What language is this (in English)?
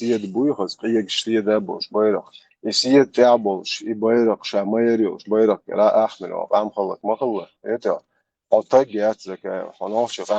Chechen